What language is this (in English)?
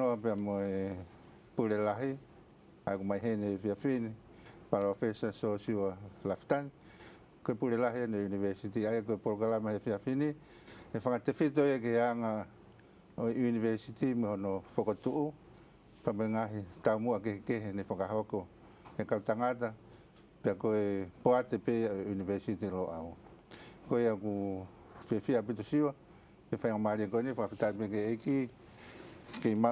Tongan